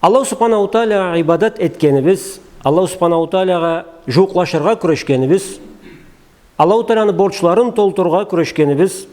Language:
Karachay-Balkar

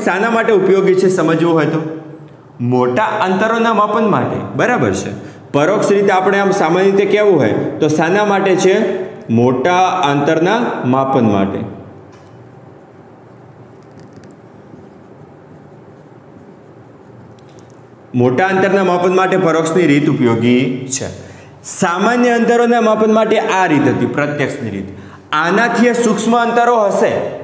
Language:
Gujarati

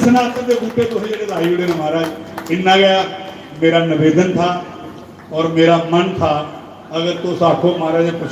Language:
Dogri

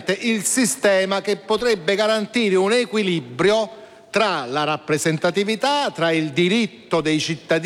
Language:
Italian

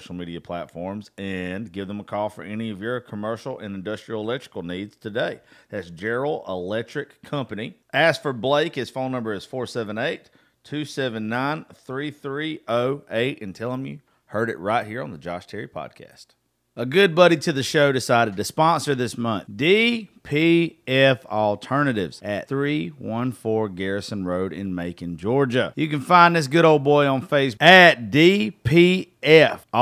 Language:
English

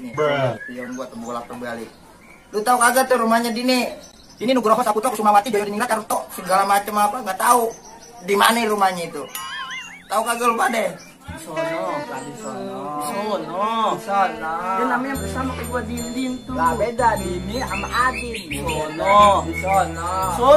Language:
Betawi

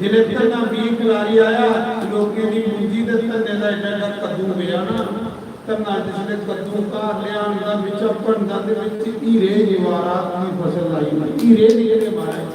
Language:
Dogri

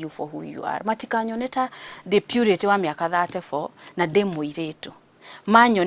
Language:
Kikuyu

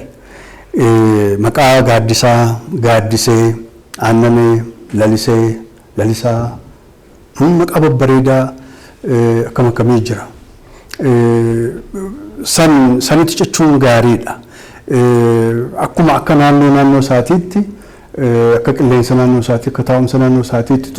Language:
Oromo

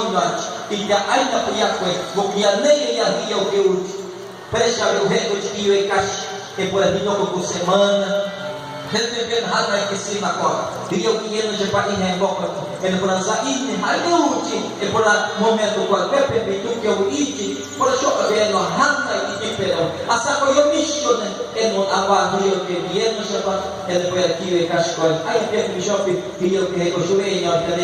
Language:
Tereno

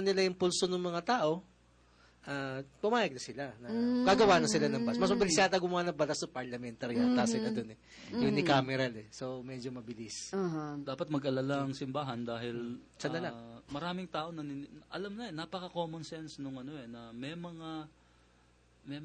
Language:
Filipino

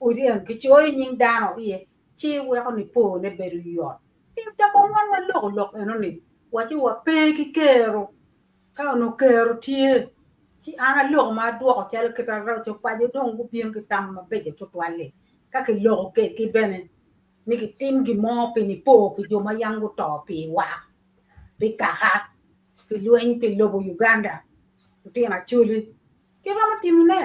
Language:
Acoli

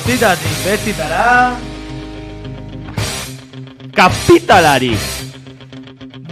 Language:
Basque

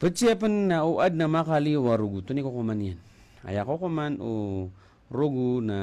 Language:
Maranao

